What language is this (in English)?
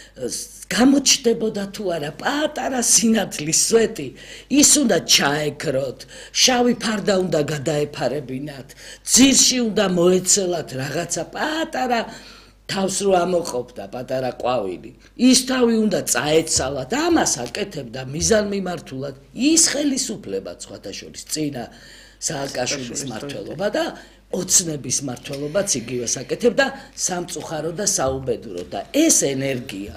Georgian